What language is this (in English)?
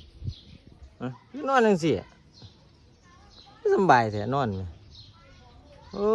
Lao